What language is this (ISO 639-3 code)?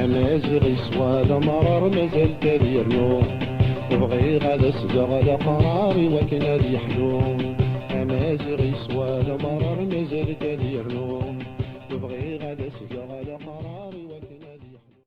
kab